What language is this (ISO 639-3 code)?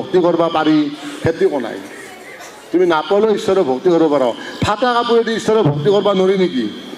asm